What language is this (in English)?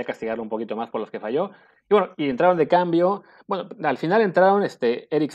Spanish